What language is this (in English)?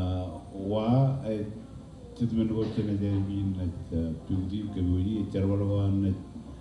Marshallese